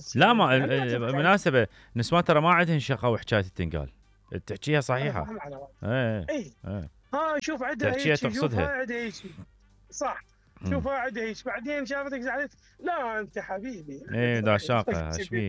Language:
Mesopotamian Arabic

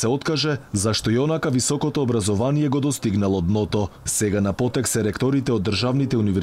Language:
Macedonian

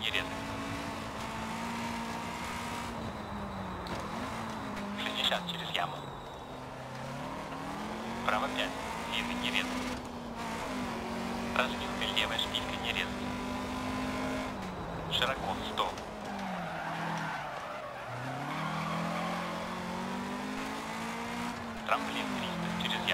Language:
Russian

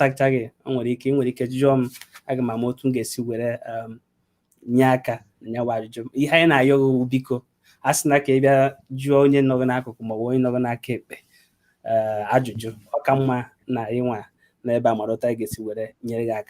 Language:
Igbo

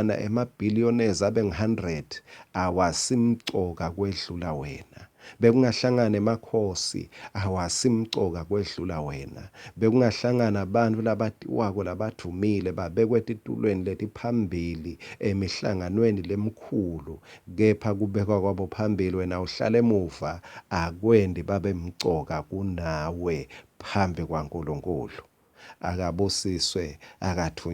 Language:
Swati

